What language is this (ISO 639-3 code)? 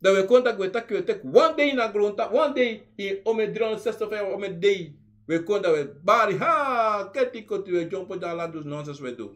srn